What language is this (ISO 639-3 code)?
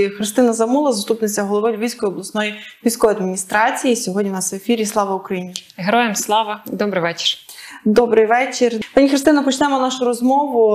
ukr